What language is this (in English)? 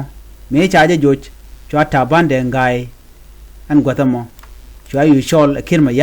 Nuer